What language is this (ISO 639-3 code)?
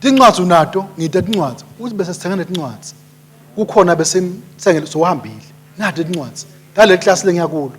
ssw